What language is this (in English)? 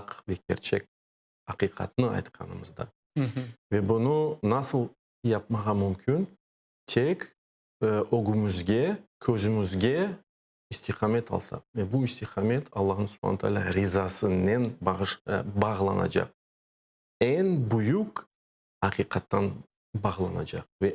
Crimean Tatar